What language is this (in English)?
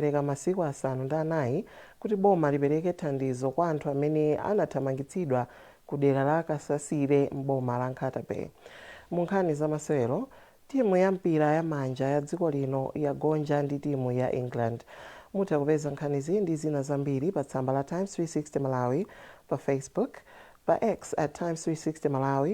Nyanja